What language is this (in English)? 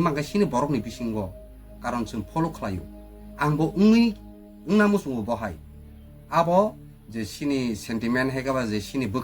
Kok Borok